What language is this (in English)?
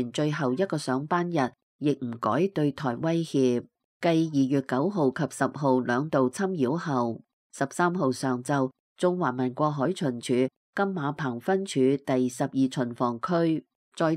Cantonese